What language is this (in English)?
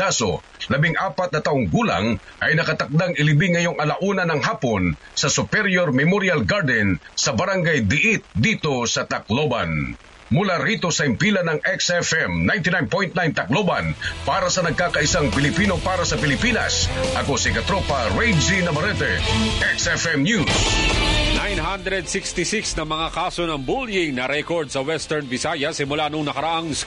Filipino